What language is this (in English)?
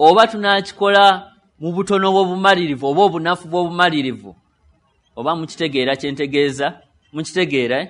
Ganda